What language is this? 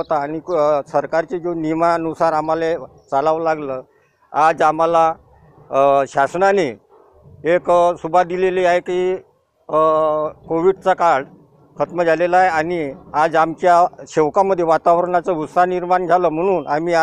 Marathi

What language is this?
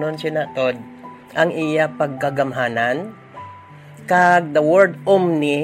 Hiligaynon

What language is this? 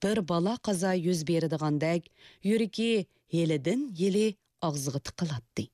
Uyghur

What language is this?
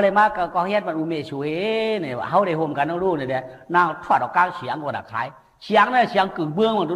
Shan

